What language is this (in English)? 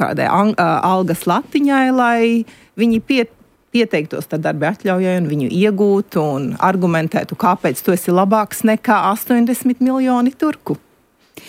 Latvian